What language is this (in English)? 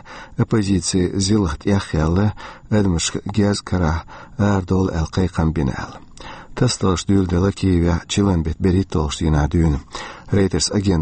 Chechen